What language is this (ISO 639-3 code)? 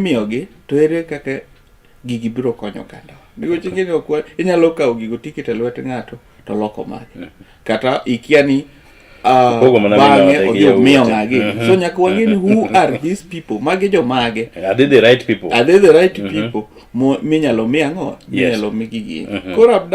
luo